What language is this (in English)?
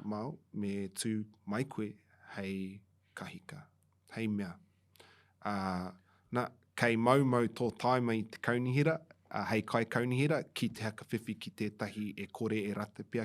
Māori